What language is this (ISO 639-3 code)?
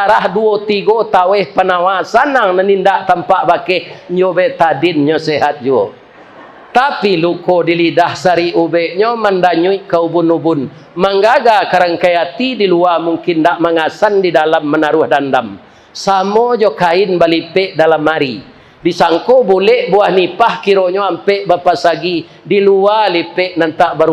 min